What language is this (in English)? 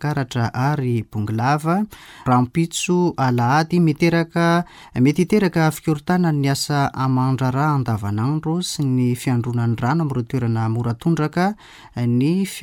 Malagasy